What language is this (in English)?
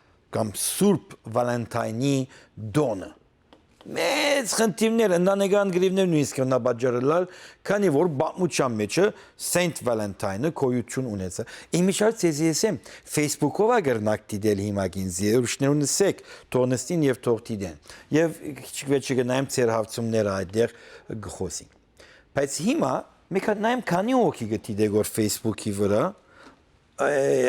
Western Armenian